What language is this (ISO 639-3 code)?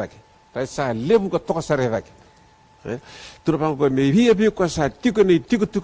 fij